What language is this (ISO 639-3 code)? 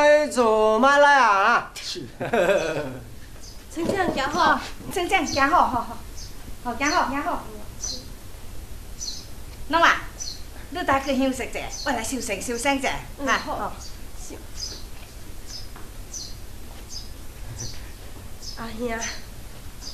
nan